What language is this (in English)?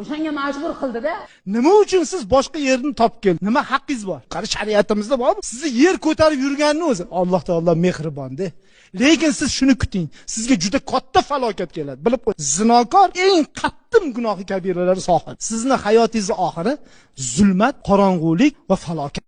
Uzbek